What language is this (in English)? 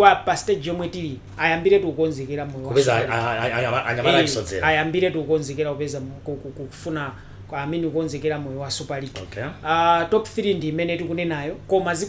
Nyanja